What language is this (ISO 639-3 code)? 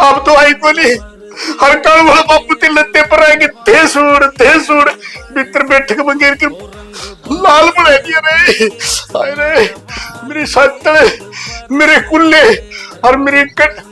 bgc